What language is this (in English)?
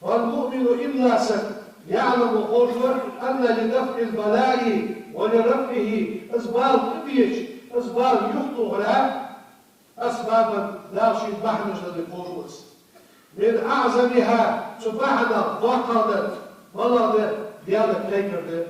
Ingush